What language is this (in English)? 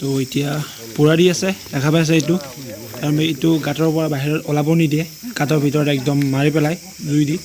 Assamese